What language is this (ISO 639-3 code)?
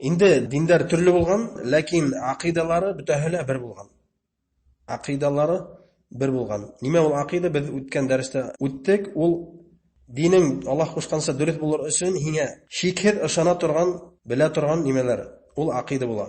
bak